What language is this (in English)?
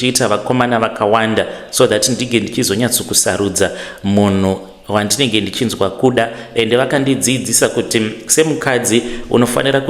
Shona